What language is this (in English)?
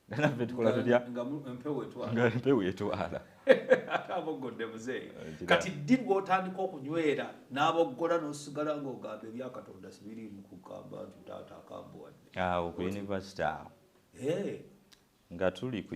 Ganda